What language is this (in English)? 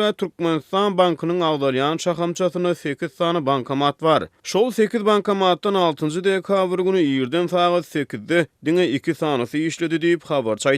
Turkmen